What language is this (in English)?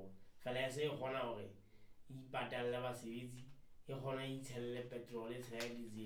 Southern Sotho